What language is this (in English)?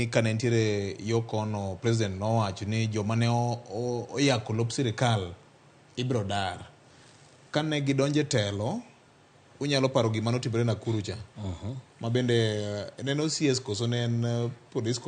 Luo (Kenya and Tanzania)